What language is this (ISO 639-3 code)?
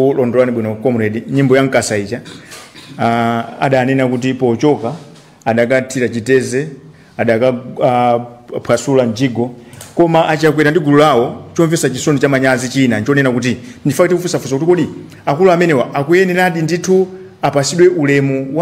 nya